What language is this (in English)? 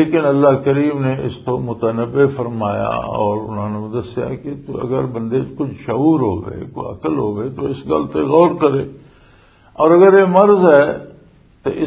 Western Panjabi